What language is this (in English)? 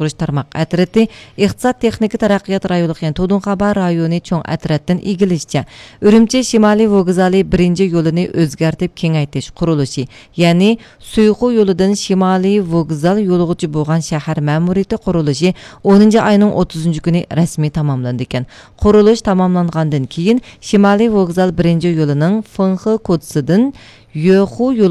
Uyghur